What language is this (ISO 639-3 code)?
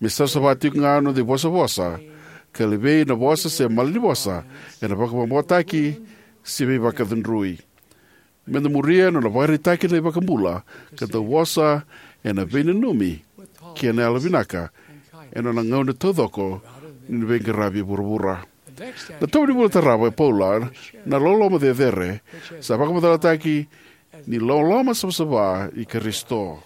fij